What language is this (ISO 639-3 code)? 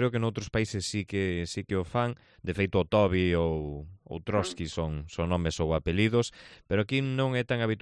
glg